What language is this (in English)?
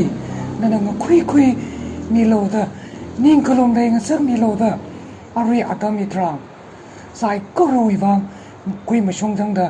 Tangkhul Naga (India)